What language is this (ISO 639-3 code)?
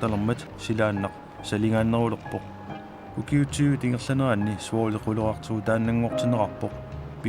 kal